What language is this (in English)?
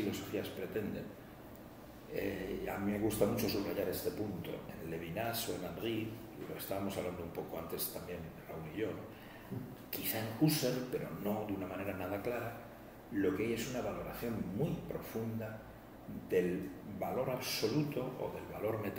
Spanish